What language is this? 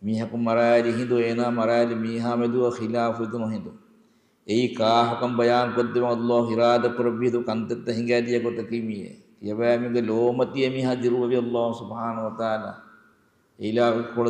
Divehi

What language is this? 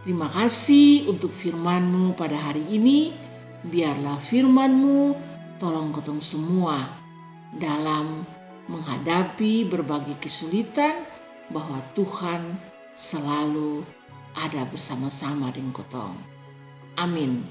Kupang Malay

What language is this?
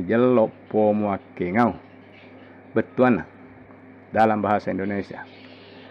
Buginese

